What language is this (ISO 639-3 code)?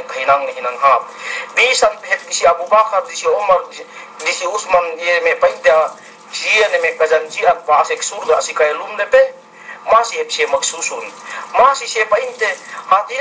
yka